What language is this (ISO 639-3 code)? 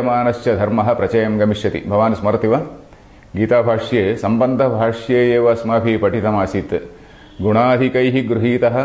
san